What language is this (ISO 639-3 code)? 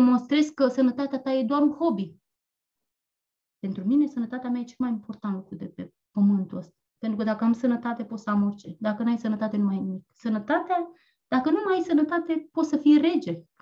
ron